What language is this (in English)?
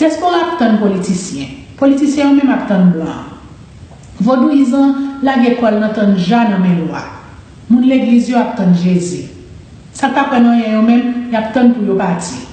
Haitian Creole